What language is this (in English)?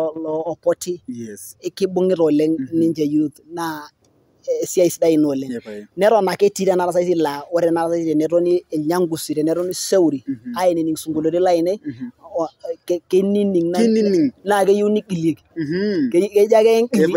Masai